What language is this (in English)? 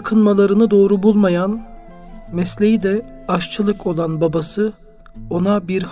Turkish